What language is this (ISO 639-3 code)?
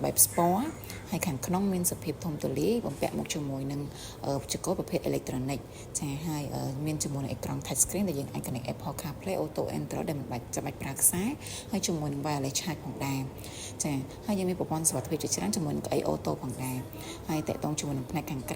khm